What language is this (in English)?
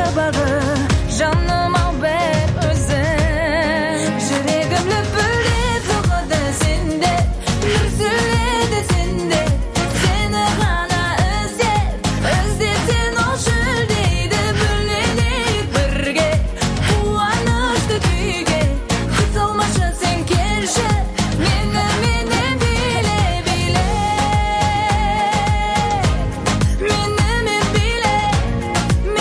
Kazakh